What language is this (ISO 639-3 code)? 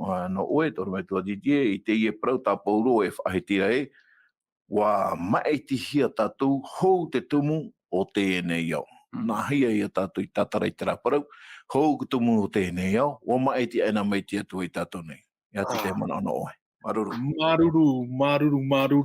tah